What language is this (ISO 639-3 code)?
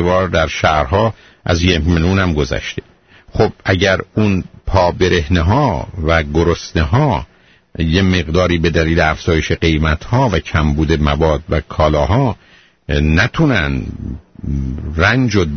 fas